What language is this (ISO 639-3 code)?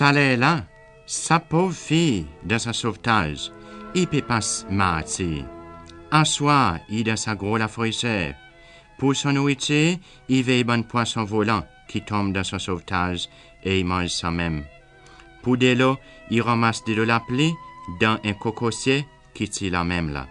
crs